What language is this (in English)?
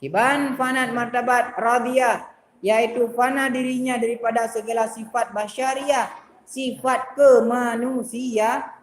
Achinese